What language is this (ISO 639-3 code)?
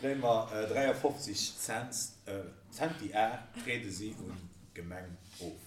ltz